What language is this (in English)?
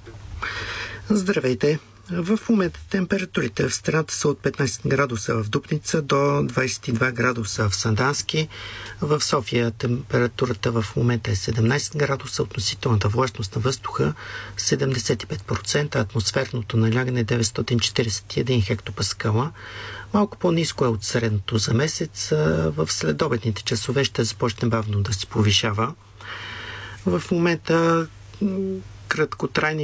Bulgarian